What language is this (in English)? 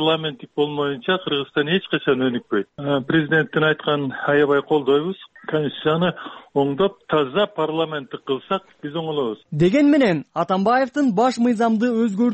Kyrgyz